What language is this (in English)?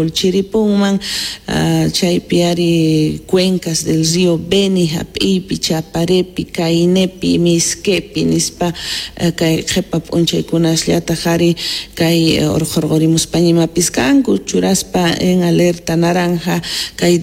Quechua